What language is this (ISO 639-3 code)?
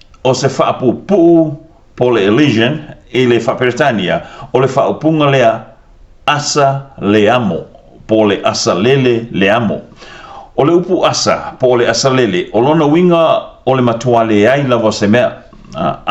smo